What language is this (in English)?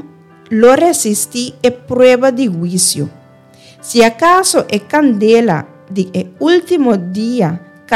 Papiamento